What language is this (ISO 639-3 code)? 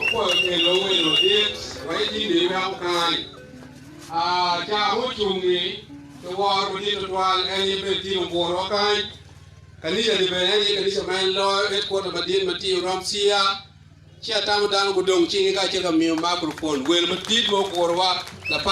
ach